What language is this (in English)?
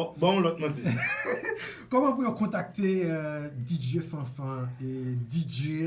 Haitian Creole